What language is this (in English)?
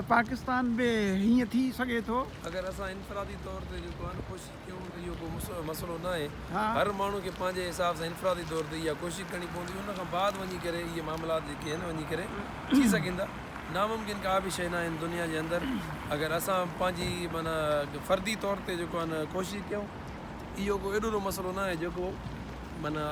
Sindhi